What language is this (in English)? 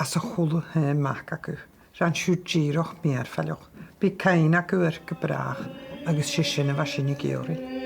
Scottish Gaelic